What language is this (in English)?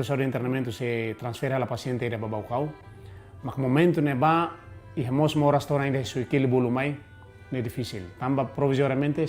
Tetum